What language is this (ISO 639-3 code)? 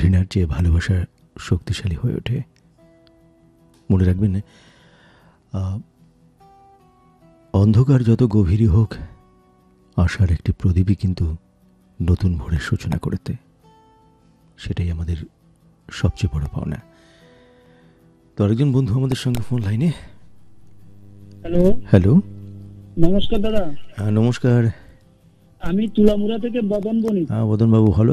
ben